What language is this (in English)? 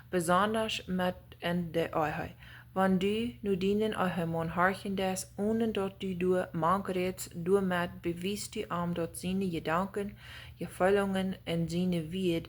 Plautdietsch